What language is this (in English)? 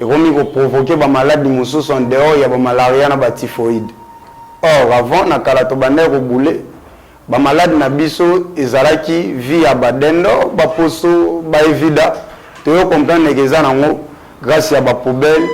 Lingala